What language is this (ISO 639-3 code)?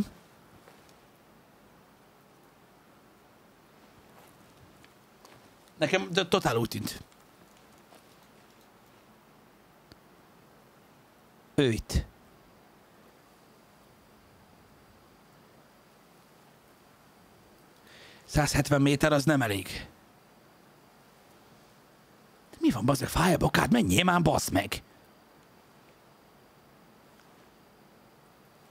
hun